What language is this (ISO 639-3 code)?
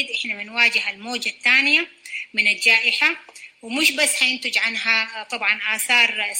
apd